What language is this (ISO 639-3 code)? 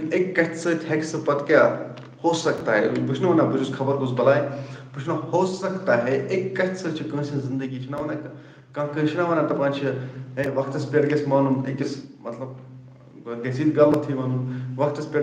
kas